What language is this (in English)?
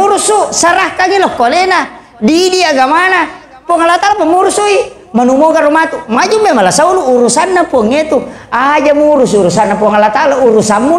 Buginese